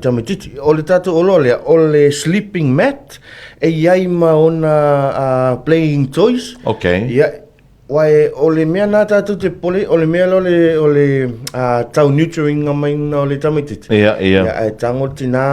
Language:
Samoan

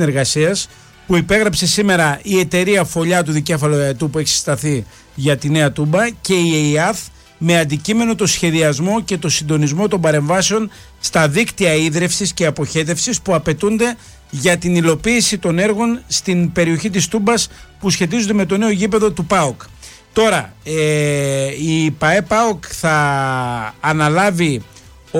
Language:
Greek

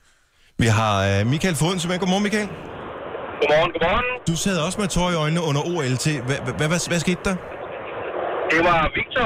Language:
Danish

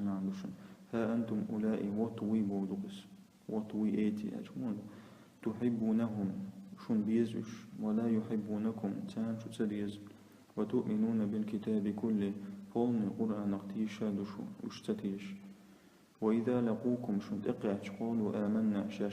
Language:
Chechen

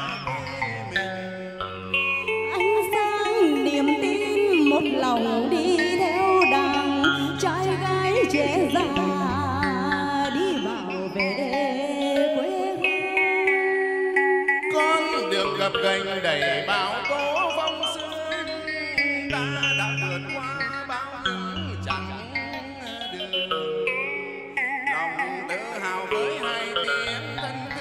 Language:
Vietnamese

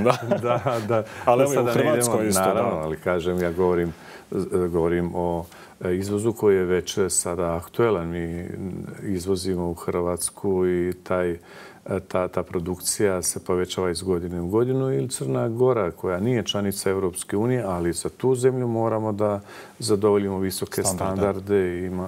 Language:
Bosnian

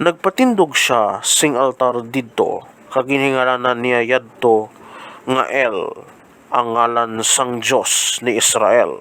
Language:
Hiligaynon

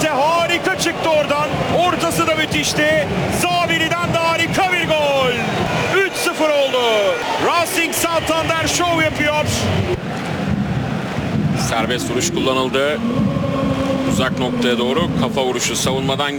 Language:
Turkish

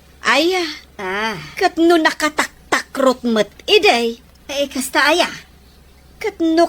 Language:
Iloko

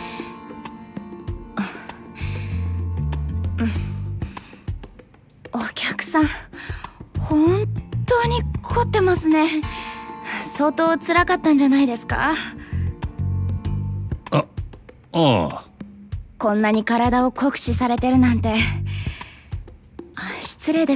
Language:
Japanese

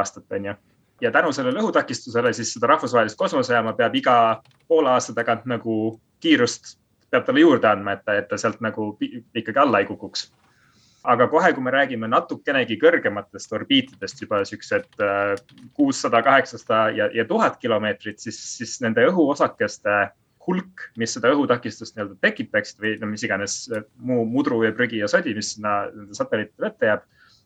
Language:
Estonian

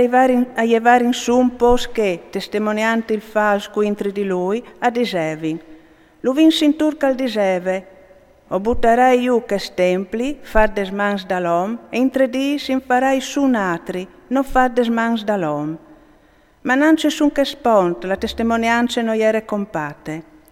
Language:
Friulian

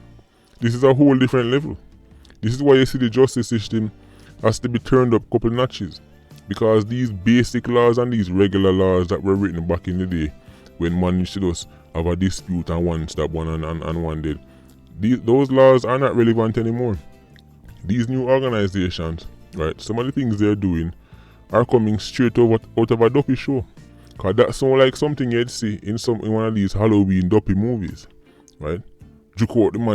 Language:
Jamaican Creole English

